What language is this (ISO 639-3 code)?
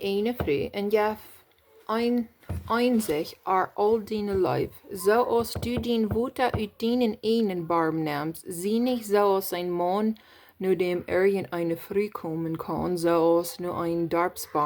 pdt